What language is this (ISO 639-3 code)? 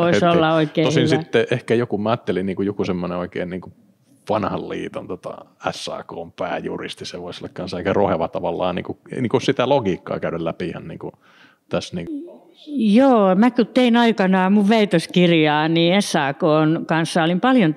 fin